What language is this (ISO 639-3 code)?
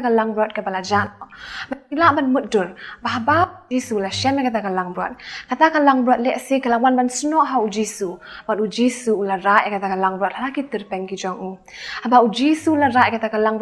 kha